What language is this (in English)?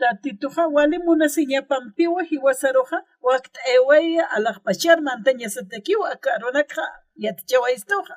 Aymara